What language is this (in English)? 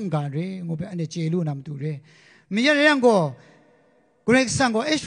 Kachin